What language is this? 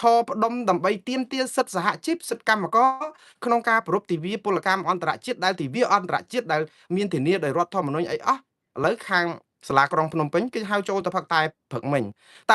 Khmer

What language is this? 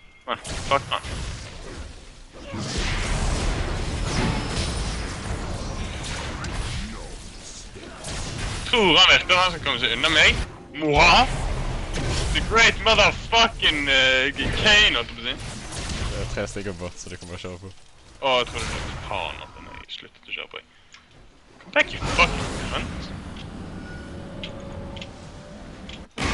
Norwegian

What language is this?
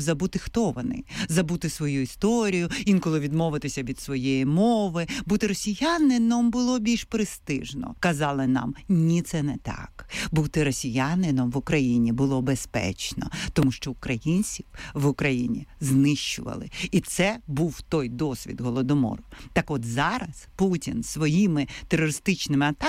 Ukrainian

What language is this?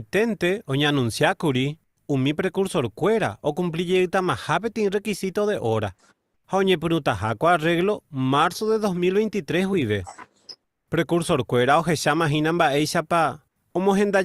Guarani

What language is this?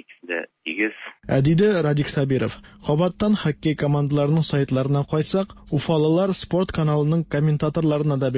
Tatar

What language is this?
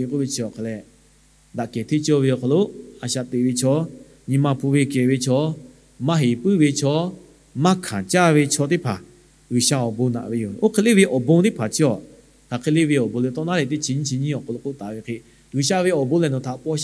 Lahu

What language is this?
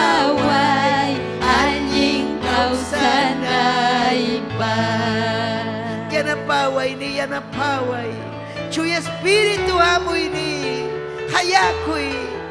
Ayacucho Quechua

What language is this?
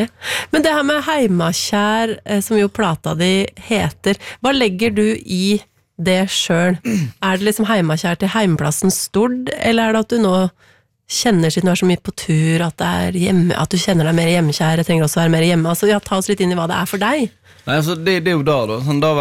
Norwegian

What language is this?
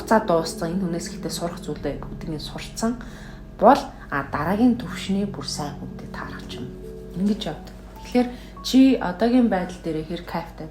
Mongolian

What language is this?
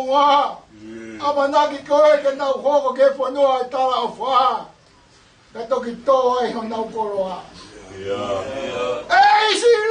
Tongan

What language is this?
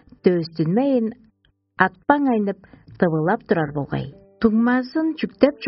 Tuvinian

